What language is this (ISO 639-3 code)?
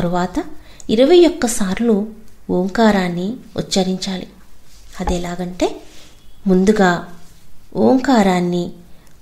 tel